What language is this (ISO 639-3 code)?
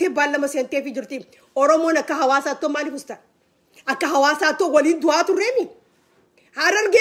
orm